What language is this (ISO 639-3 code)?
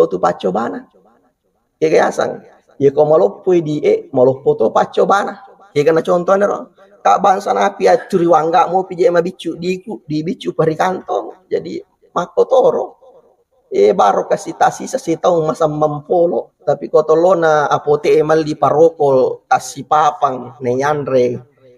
bug